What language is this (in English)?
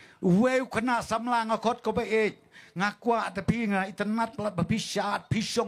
Khasi